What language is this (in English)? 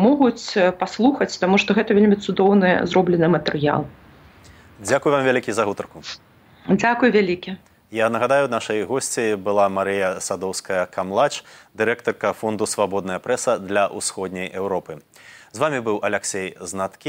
Belarusian